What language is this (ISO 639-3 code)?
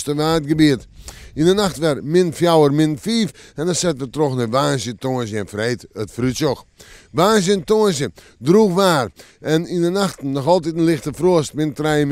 fry